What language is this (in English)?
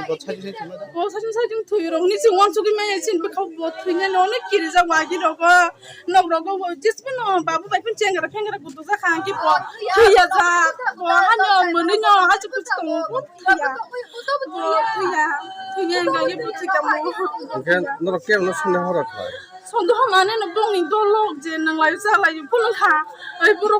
Kok Borok